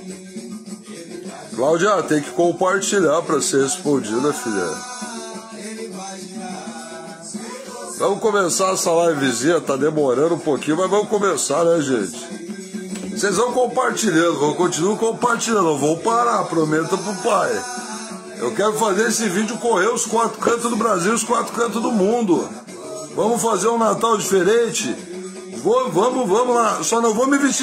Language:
Portuguese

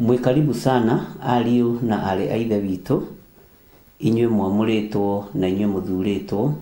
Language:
Kikuyu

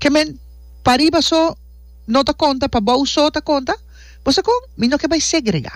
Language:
Papiamento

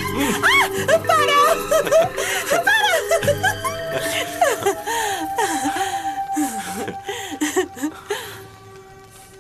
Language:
Catalan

